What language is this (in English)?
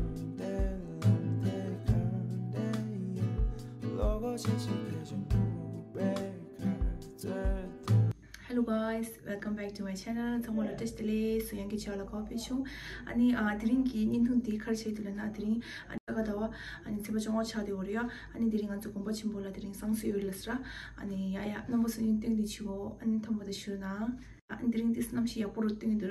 Tibetan